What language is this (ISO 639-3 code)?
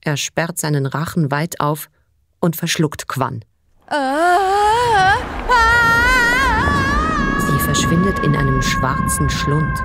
gsw